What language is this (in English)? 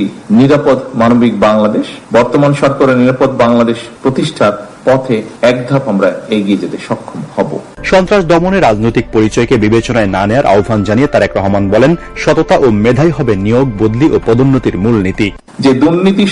Bangla